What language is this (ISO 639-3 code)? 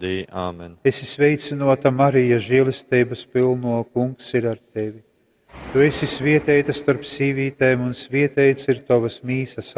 ltg